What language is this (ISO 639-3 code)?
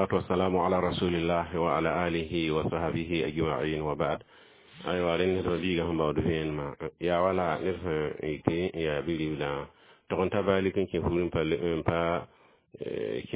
mos